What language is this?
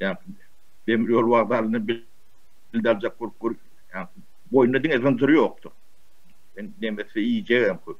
Turkmen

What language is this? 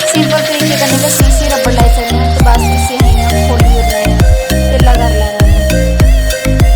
Dogri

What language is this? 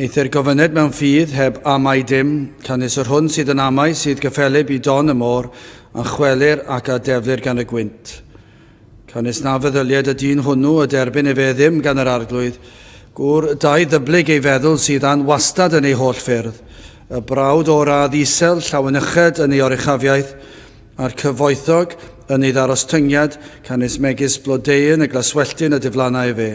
Welsh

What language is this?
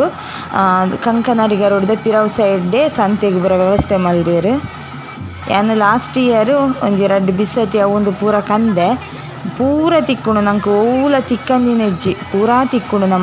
Tulu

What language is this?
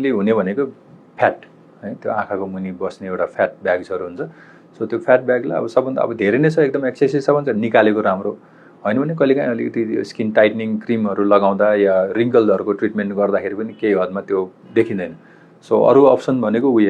Nepali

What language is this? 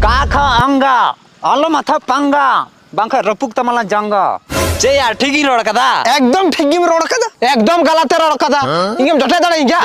Santali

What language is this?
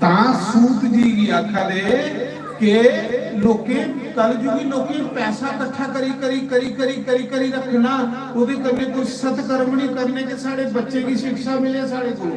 Dogri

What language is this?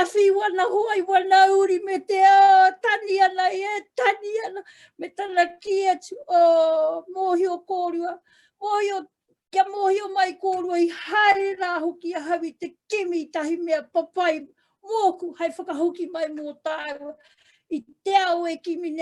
Māori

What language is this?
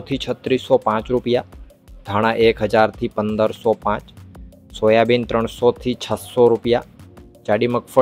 Gujarati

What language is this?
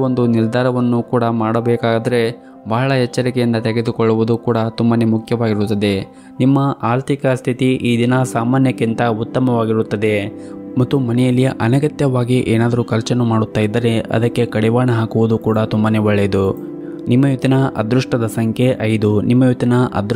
Kannada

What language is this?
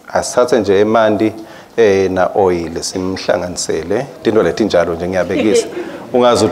Swati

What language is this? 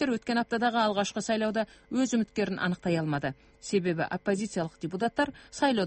Kazakh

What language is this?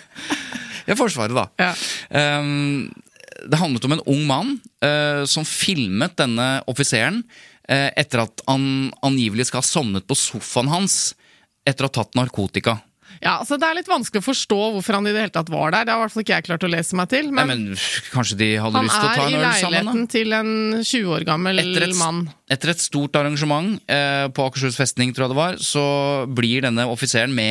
Norwegian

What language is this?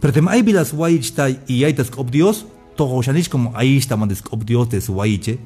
Tzeltal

